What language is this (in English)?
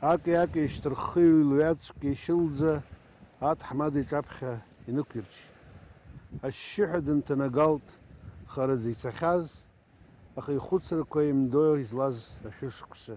Abkhazian